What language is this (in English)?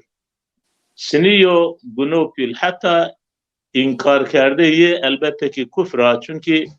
Zaza